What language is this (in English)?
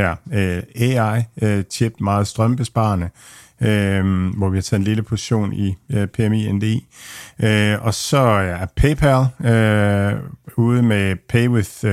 Danish